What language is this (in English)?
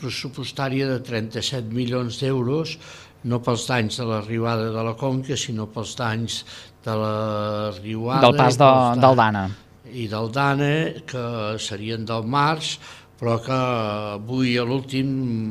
Catalan